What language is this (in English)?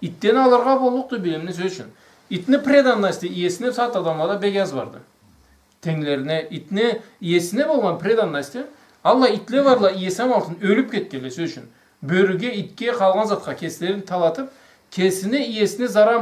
Karachay-Balkar